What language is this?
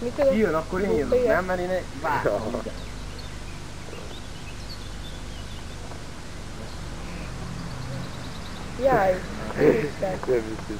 Hungarian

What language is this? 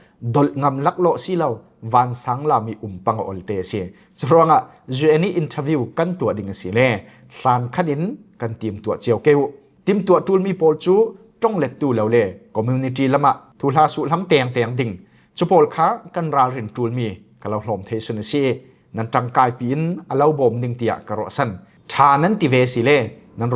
Falam Chin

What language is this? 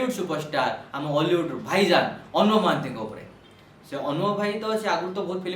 Odia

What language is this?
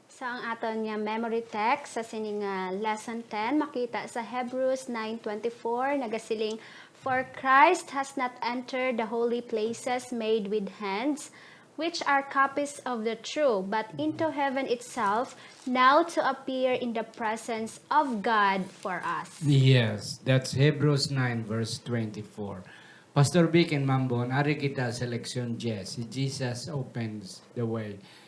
Hiligaynon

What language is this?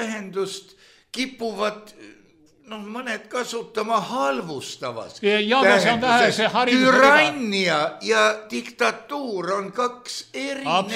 Estonian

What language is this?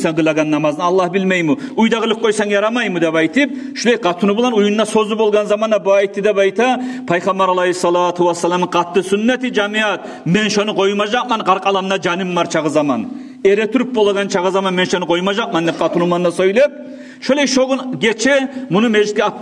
Kumyk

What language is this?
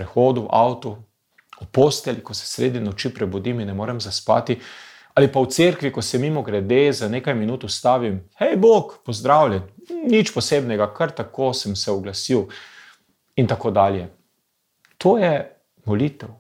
Slovenian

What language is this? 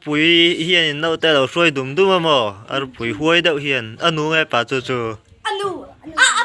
Mizo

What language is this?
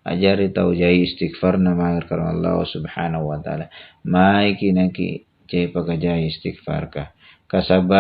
Makasar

